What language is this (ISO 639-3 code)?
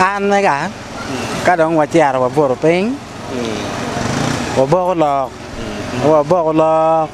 ach